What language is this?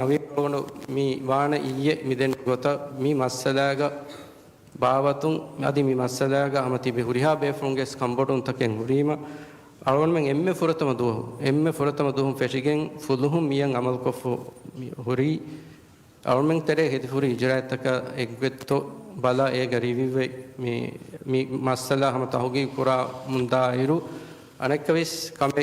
Divehi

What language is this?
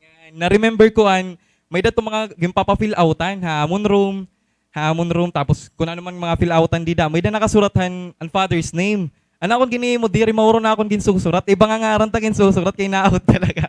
Waray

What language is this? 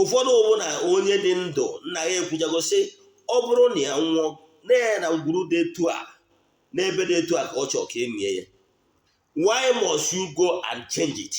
Igbo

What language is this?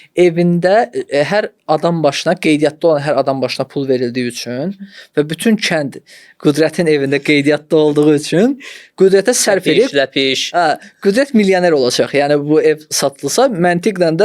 Azerbaijani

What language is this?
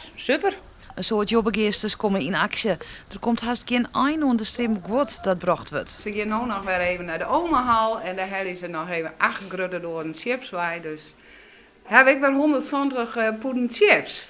Western Frisian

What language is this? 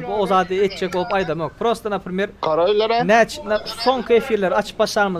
Turkmen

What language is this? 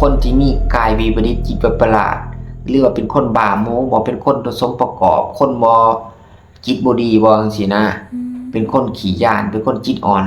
Lao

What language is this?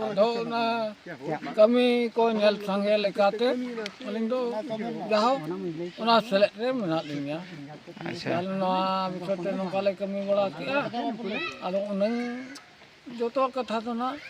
Santali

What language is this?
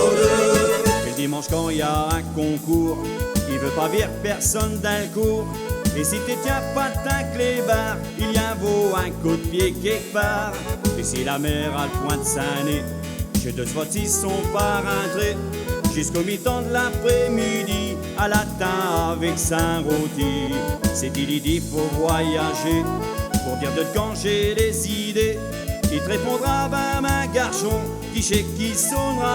Picard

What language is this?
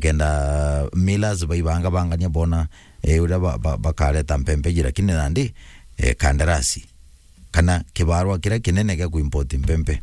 Meru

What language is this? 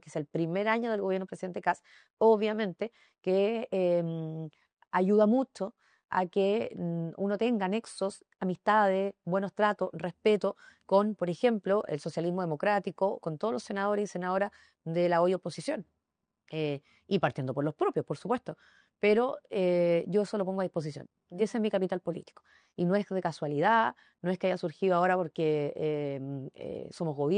Spanish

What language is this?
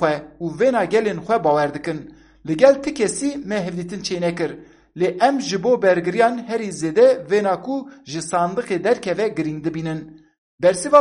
Kurdish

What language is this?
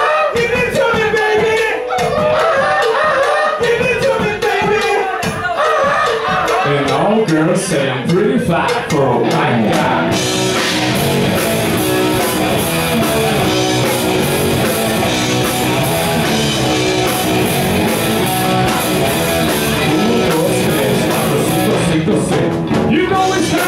English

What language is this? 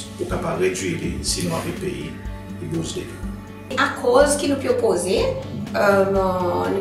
Seselwa Creole French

